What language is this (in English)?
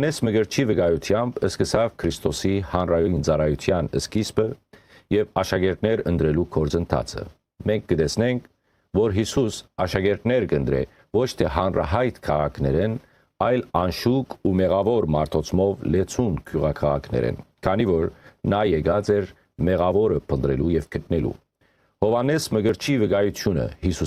Western Armenian